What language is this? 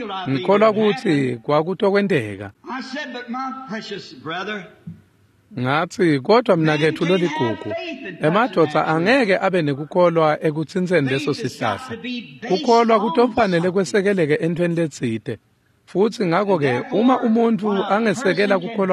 Swati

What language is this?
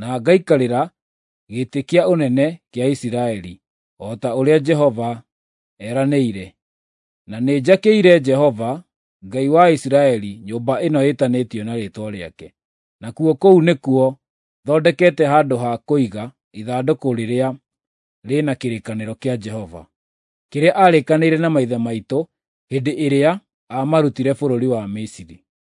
Kikuyu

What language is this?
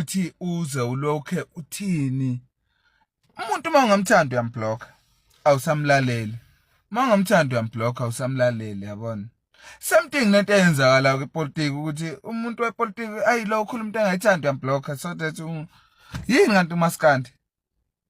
Zulu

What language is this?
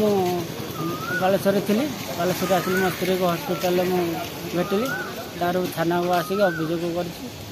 Odia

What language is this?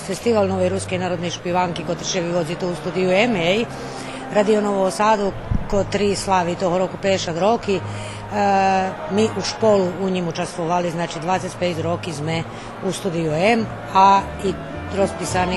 Rusyn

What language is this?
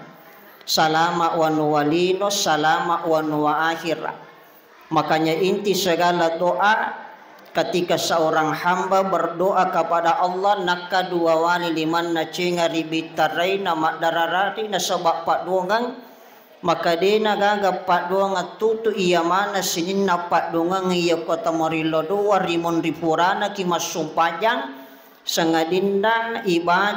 Buginese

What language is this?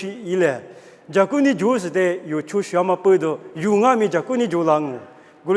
Lisu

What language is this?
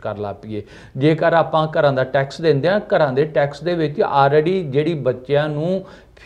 Punjabi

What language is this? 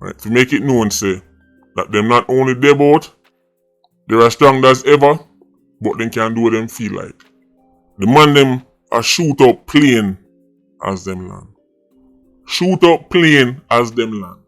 Jamaican Creole English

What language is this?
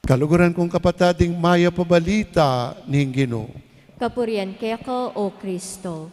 Pampanga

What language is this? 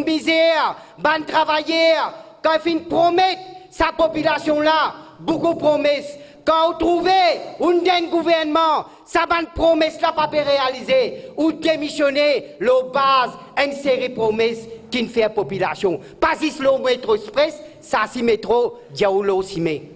Morisyen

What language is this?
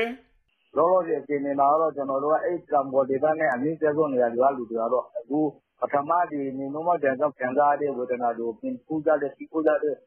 Burmese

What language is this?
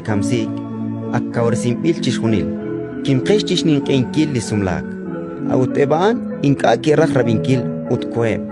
Kekchí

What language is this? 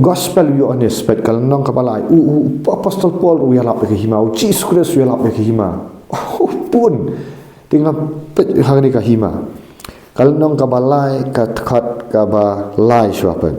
Khasi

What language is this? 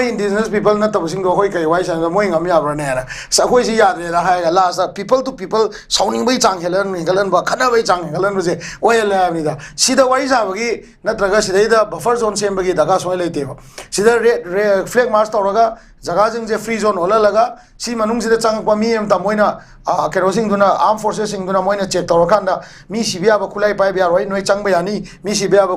Manipuri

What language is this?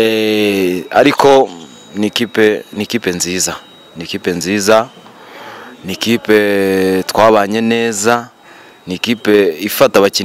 Kinyarwanda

